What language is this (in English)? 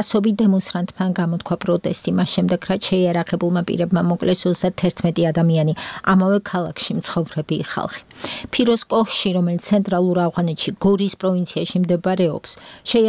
Georgian